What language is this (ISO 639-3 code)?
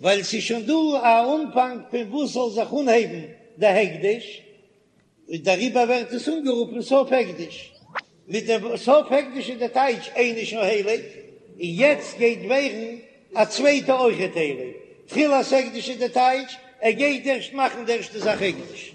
yid